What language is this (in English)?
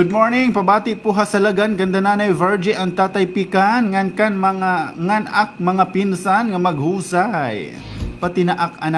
Waray